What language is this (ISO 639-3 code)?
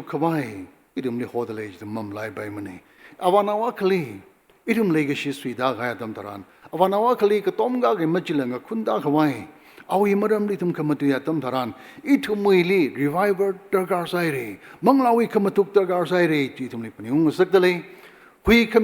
nmf